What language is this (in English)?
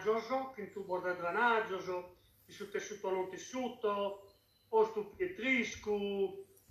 Sardinian